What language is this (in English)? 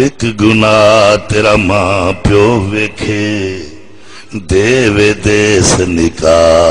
Saraiki